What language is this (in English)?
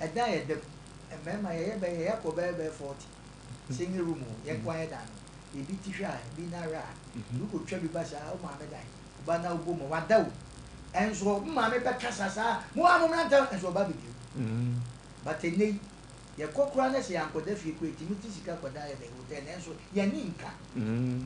Akan